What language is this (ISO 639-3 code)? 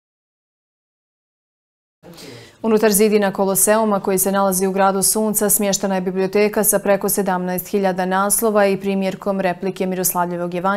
bos